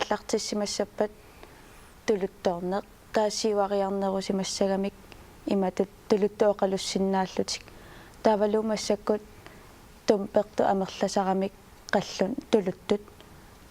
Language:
Kalaallisut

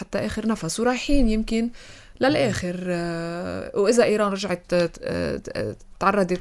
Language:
North Levantine Arabic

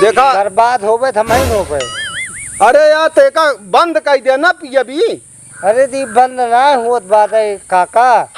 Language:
Awadhi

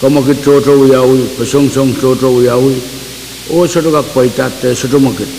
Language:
Pohnpeian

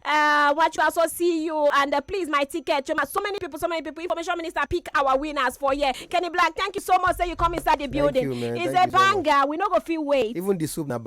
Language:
Nigerian Pidgin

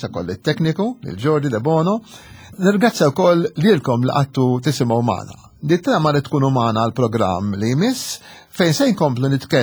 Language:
Maltese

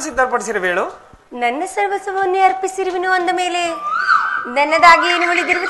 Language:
Kannada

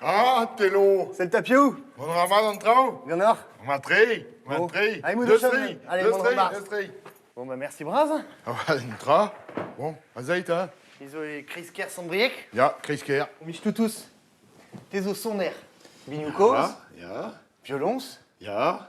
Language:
Breton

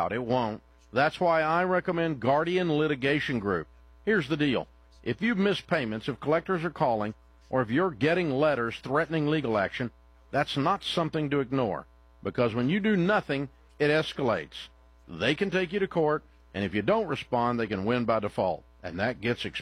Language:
English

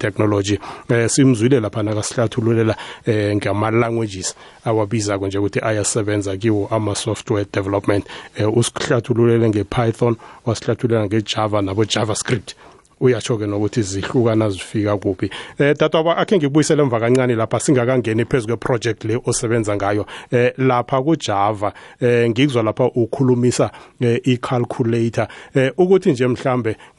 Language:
South Ndebele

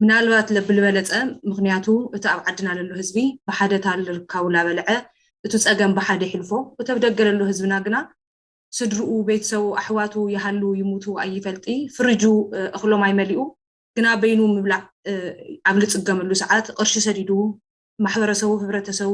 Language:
Tigrinya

